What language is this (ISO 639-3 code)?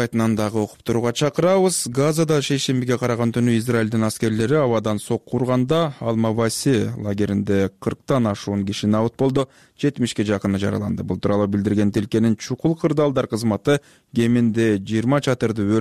kir